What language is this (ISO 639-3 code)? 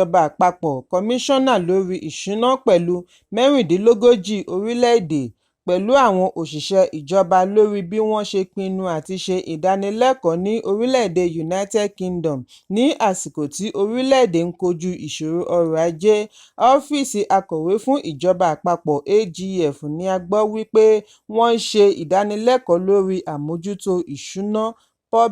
yor